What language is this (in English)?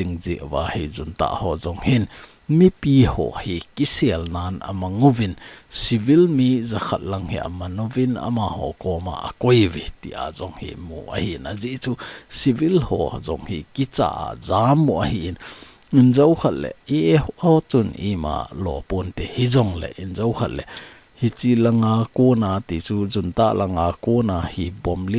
Thado Chin